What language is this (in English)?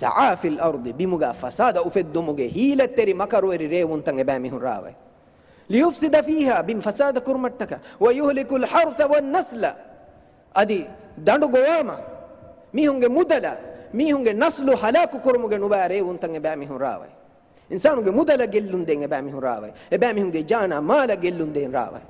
Divehi